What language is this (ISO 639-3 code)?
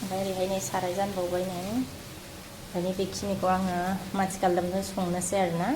brx